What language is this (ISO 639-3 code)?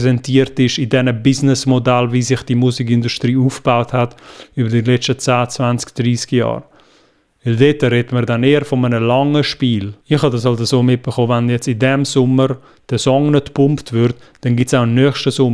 gsw